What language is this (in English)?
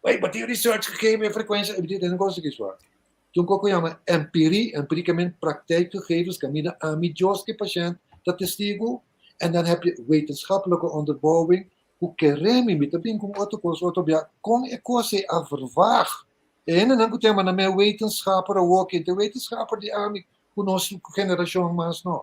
Papiamento